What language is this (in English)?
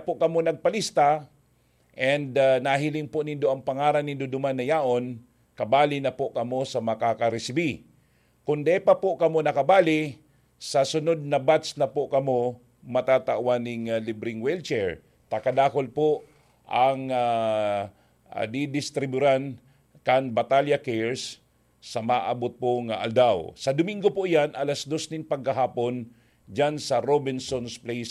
Bikol